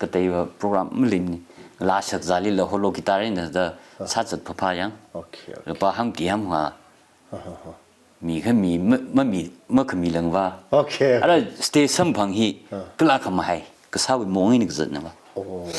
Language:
Tangkhul Naga (India)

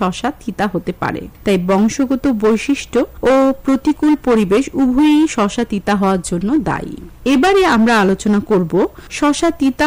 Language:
Bangla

